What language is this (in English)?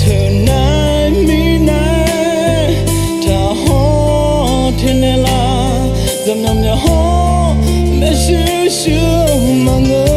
Akha